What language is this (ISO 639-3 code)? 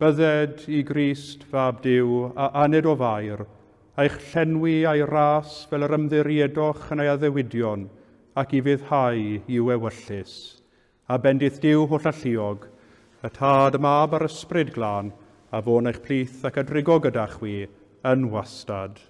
cym